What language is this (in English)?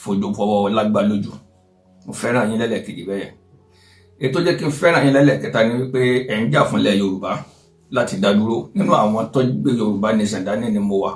Yoruba